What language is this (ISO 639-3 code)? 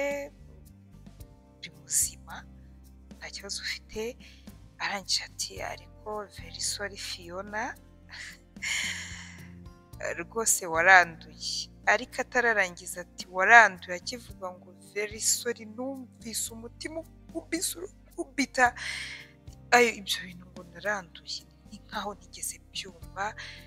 kin